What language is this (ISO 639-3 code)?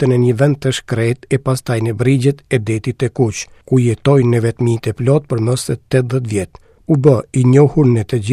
sqi